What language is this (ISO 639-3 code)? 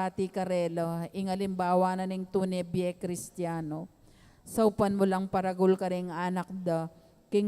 pam